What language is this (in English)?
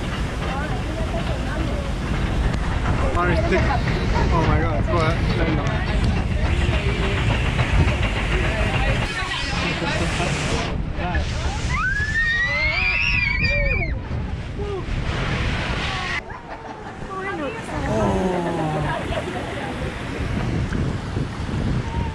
Estonian